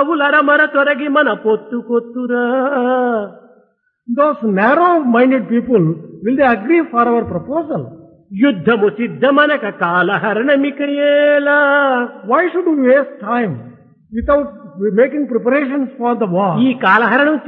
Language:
Telugu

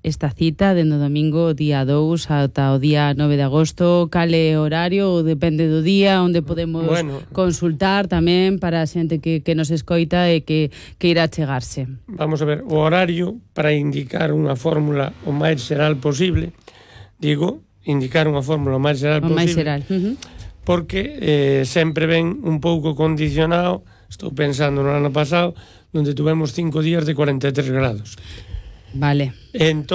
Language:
Galician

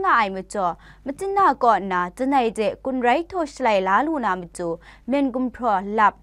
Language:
Kachin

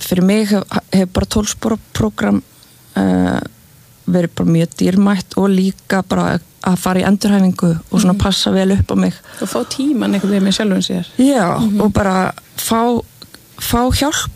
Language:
Icelandic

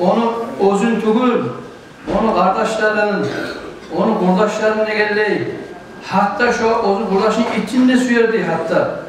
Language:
Kumyk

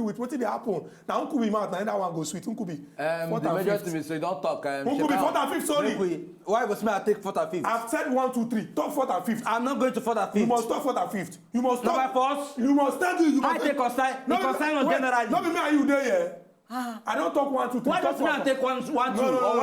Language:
Nigerian Pidgin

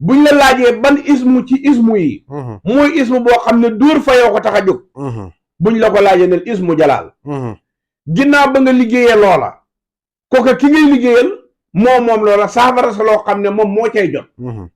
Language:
Wolof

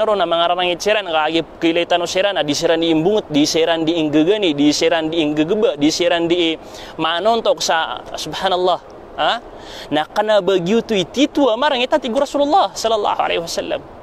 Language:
Maranao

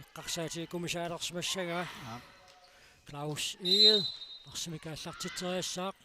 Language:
Kalaallisut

